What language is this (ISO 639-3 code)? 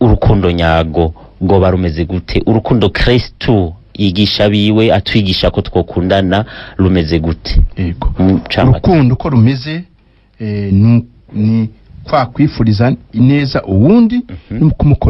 run